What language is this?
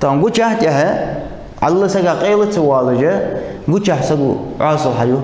Ingush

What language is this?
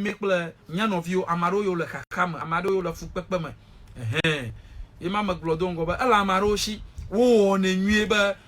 Ewe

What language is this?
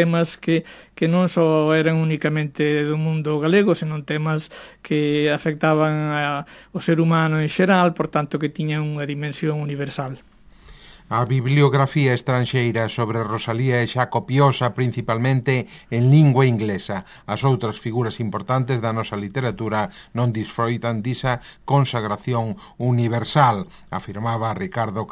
Galician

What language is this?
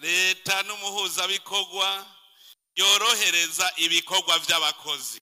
Rundi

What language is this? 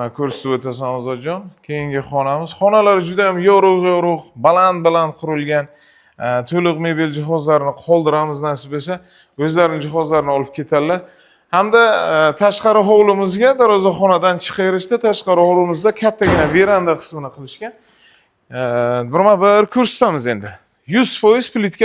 Uzbek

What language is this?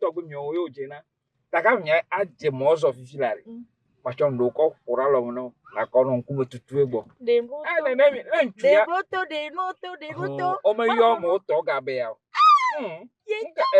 Ewe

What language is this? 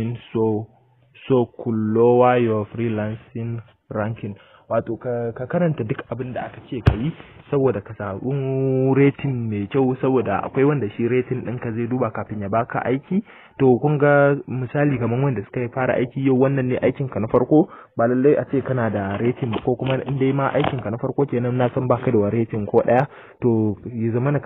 Hausa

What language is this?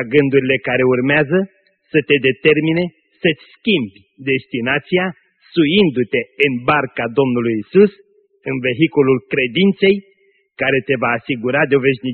Romanian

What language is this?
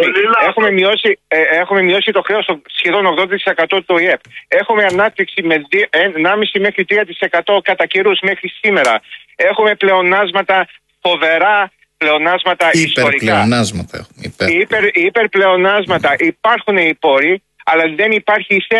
Greek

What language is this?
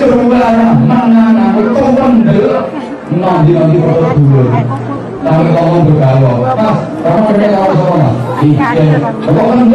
Javanese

